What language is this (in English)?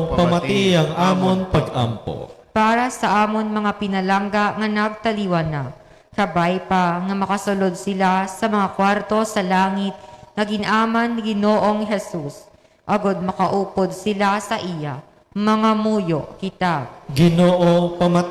Hiligaynon